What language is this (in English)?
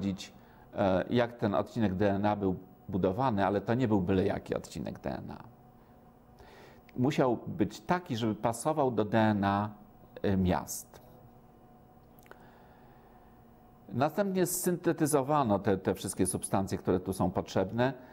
Polish